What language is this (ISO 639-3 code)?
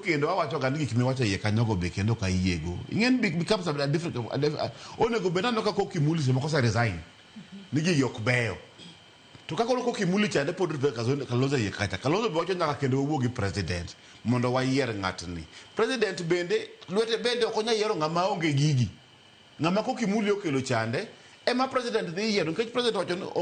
luo